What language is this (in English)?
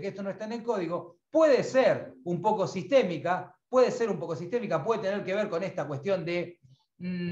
Spanish